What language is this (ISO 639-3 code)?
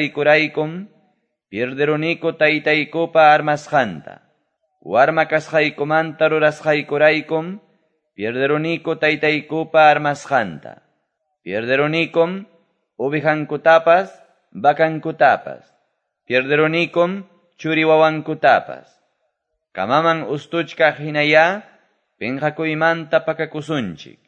que